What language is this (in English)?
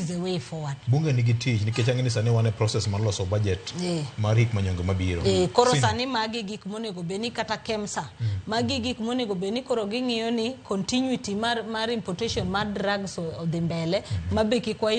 Luo (Kenya and Tanzania)